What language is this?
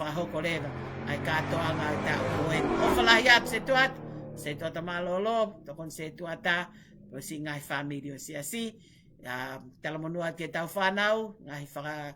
Tongan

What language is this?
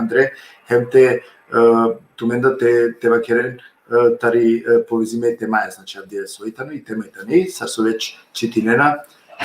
Balkan Romani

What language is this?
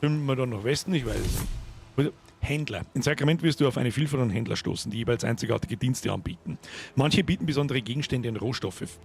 Bavarian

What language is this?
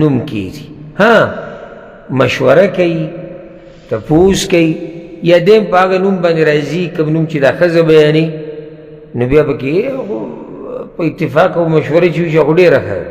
Pashto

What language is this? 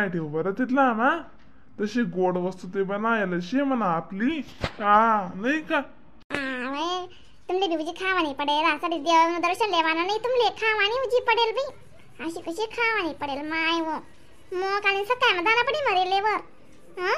Khandesi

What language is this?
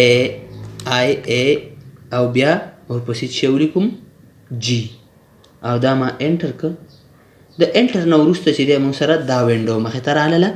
Pashto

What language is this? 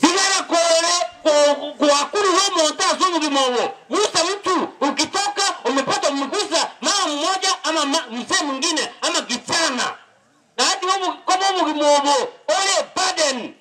Gusii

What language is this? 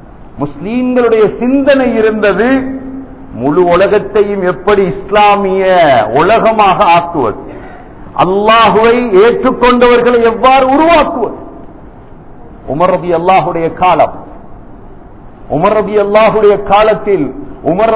Tamil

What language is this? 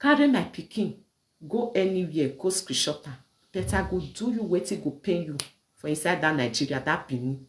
Nigerian Pidgin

